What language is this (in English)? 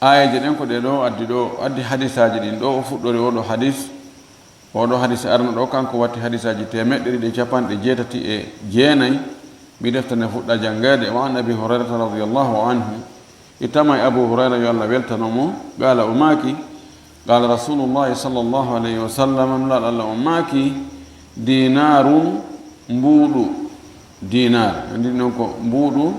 Fula